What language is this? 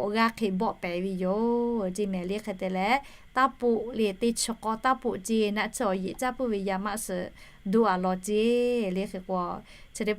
Lahu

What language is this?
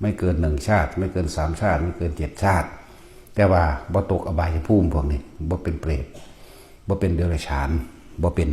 Lao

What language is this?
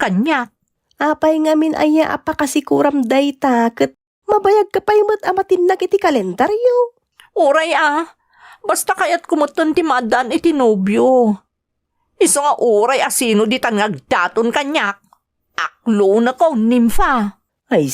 Iloko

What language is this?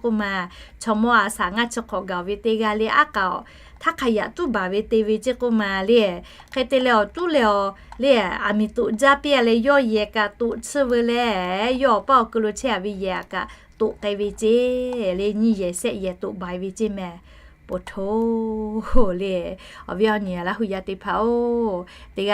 Lahu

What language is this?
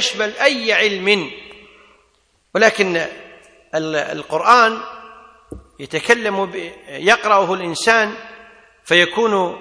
Arabic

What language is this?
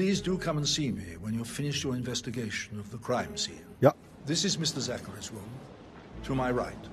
Swiss German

